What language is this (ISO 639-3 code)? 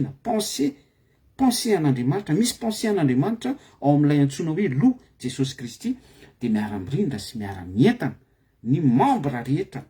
mlg